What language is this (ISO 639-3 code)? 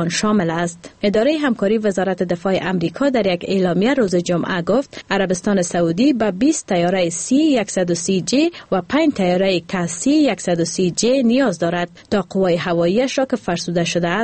fas